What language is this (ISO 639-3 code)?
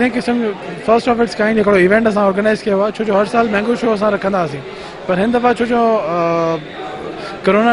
snd